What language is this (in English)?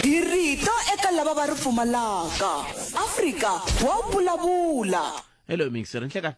Tsonga